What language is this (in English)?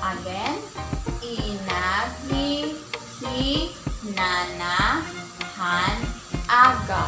Waray